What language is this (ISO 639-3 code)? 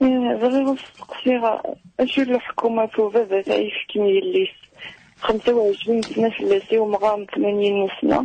kab